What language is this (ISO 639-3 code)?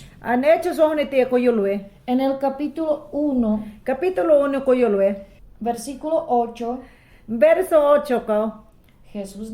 yan